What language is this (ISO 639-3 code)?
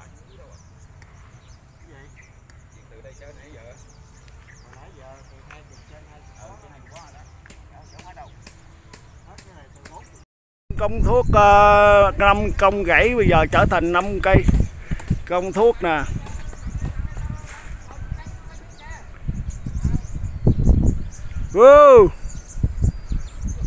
vie